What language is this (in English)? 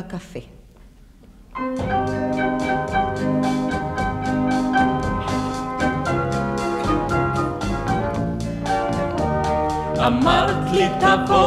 Hebrew